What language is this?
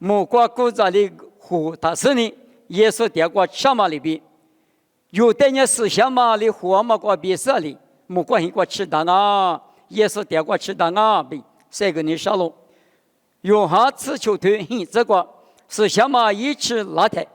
Lisu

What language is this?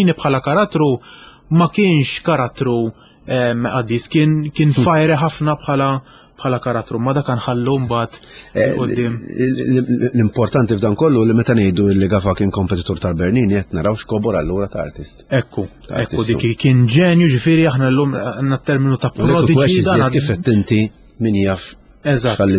Maltese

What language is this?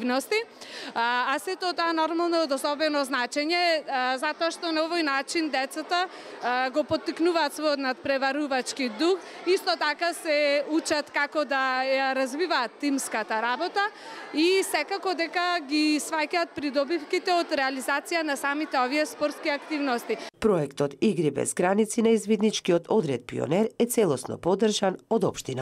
Macedonian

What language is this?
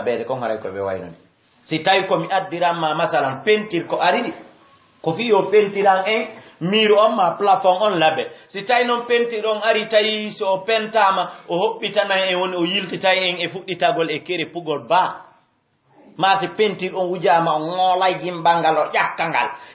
Fula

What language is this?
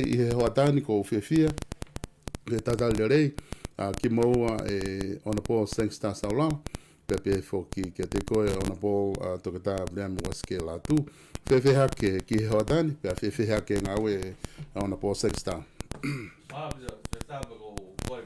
Tongan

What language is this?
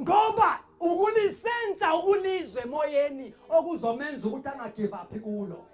Zulu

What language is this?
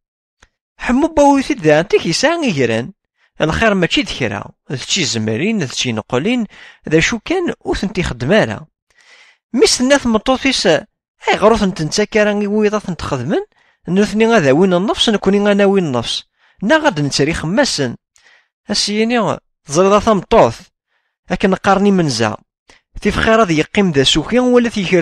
Kabyle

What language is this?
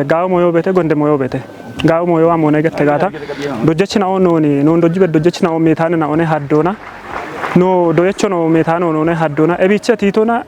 Kafa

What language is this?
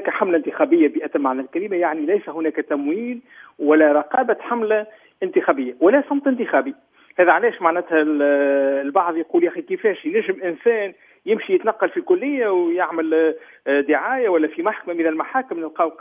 Tunisian Arabic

